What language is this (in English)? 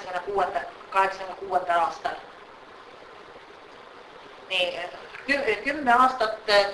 Estonian